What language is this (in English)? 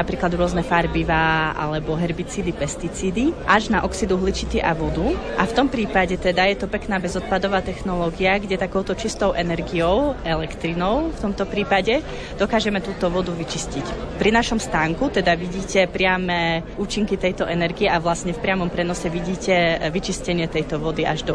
Slovak